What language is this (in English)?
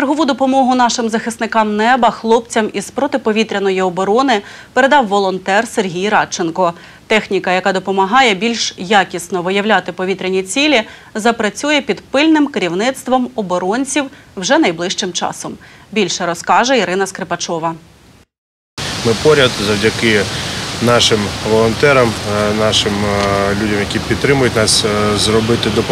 Ukrainian